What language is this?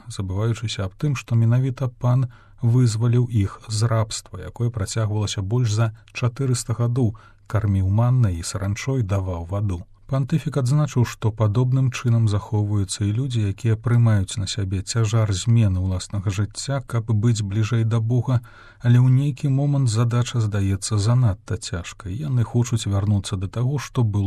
Belarusian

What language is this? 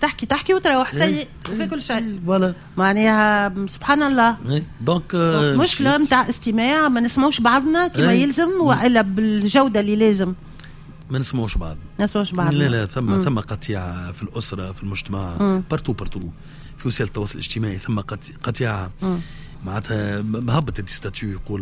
Tunisian Arabic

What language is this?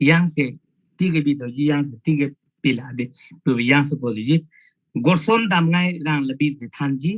Eastern Tamang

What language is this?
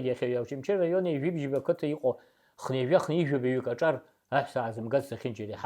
Abkhazian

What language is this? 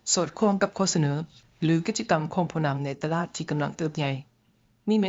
Lao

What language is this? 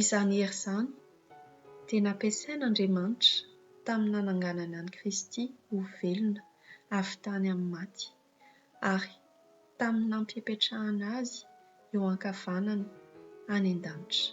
Malagasy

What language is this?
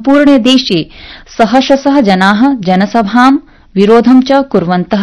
Sanskrit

